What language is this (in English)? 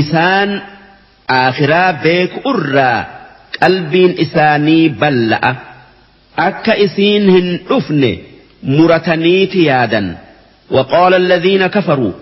Oromo